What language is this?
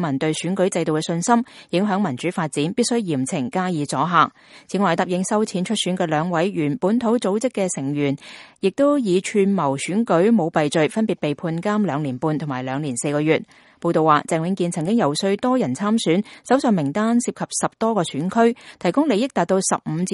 Cantonese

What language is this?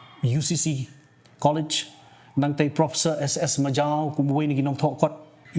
Khasi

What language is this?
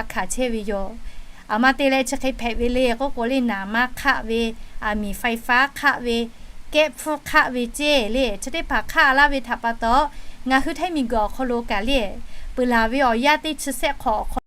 Lahu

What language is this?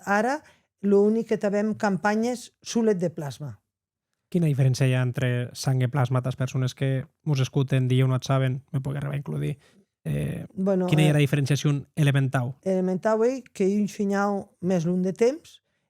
Occitan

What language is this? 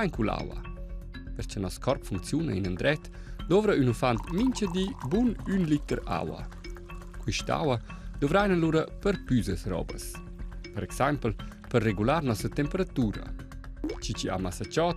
Romansh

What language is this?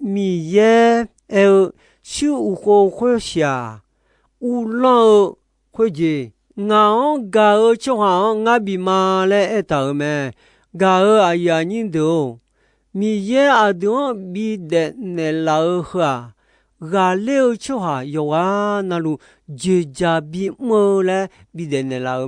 Akha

